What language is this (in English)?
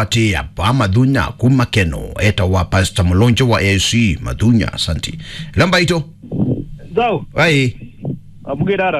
Kamba